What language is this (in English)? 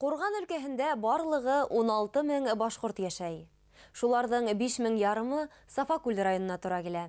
Bashkir